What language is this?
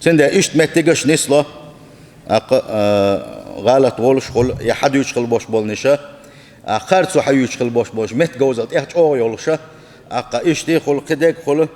Chechen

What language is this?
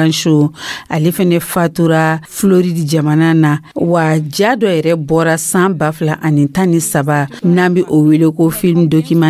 Dyula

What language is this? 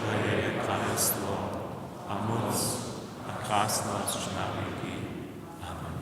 Upper Sorbian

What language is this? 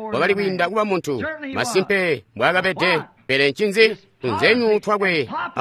Tonga (Zambia)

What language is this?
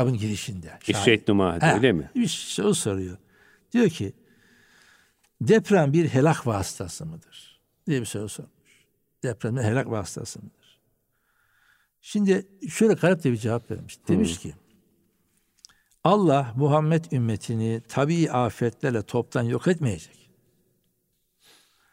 Turkish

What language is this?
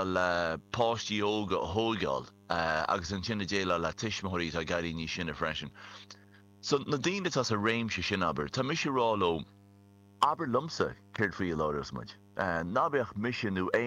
Irish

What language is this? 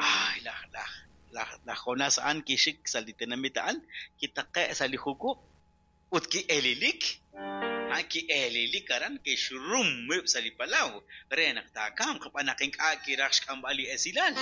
Kekchí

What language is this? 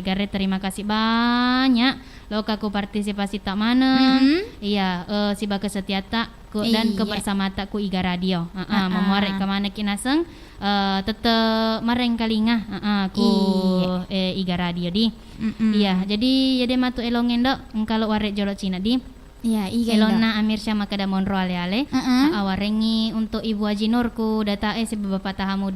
Buginese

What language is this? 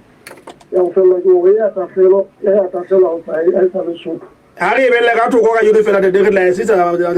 Southern Sotho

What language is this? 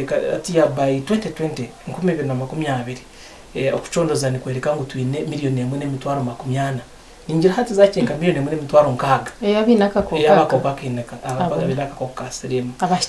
Nyankole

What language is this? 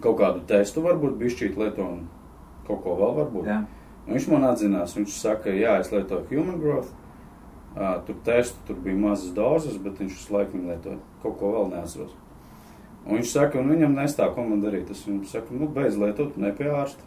Latvian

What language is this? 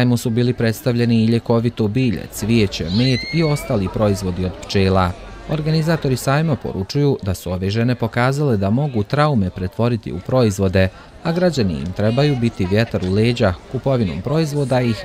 Bosnian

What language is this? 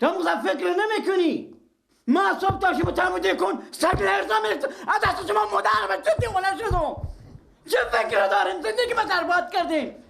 Persian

